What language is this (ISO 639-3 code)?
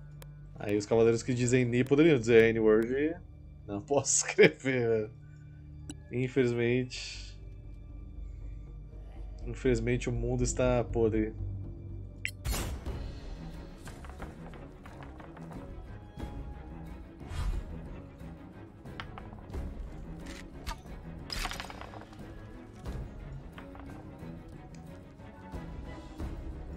por